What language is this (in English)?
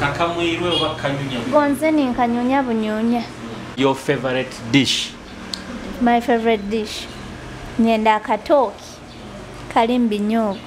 Nyoro